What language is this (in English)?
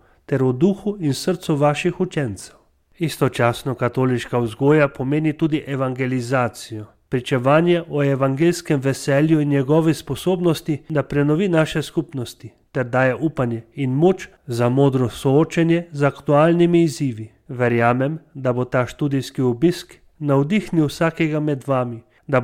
Slovenian